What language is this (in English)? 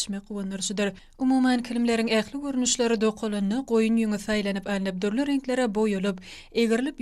Turkmen